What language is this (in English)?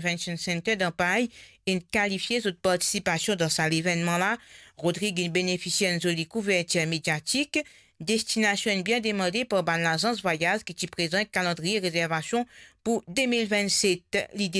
Morisyen